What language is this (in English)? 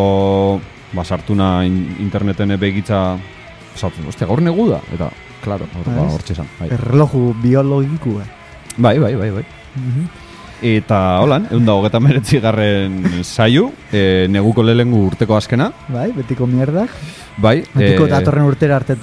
Basque